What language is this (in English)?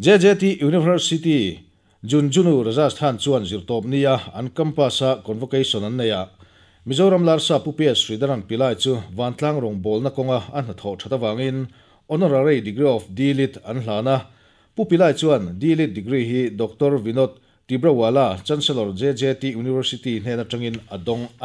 Mizo